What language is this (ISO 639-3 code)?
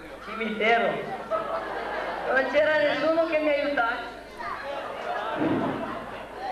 ita